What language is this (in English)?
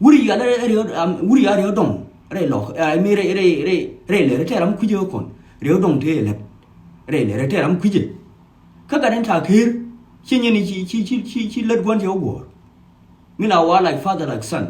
Nuer